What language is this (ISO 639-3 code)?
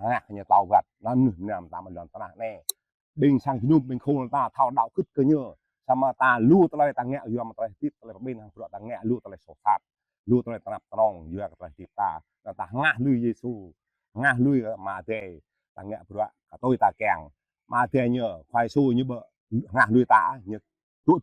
jra